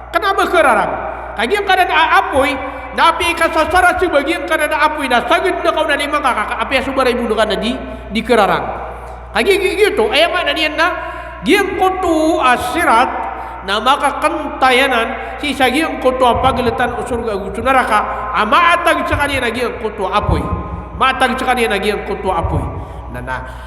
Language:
Maranao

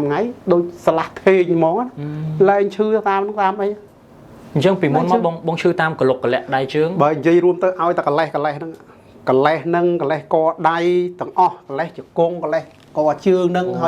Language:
Khmer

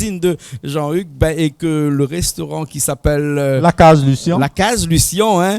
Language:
Réunion Creole French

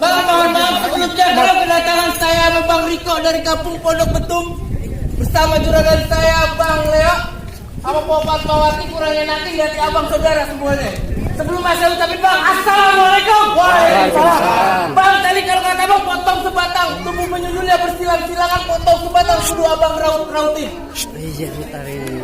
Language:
Betawi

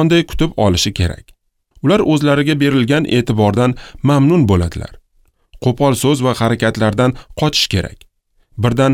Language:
Uzbek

